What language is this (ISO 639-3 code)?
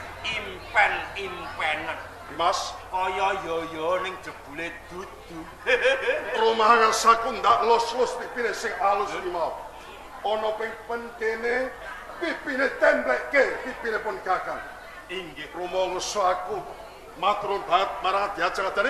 jav